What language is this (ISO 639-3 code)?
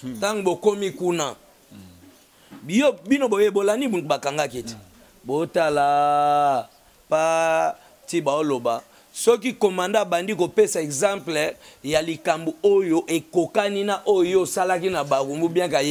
lin